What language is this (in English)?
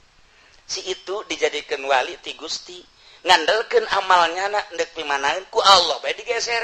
Sundanese